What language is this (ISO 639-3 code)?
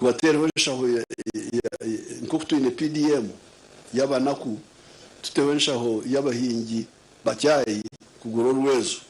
nyn